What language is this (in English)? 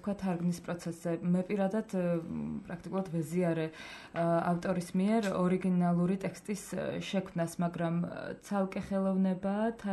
Georgian